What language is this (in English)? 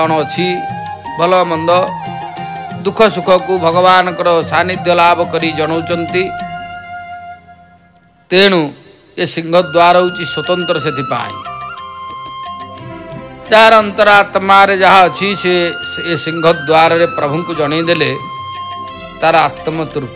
Odia